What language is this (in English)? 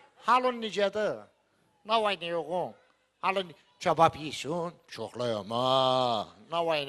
Azerbaijani